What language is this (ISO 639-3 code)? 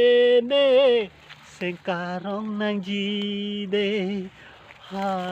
mjw